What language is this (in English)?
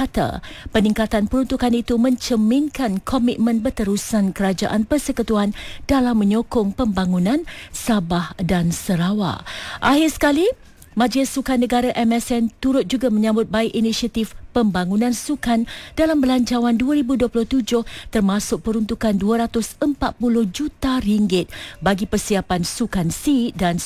Malay